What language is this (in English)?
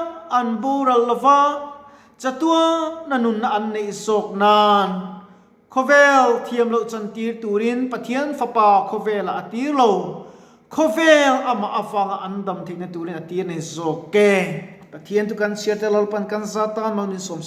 Mizo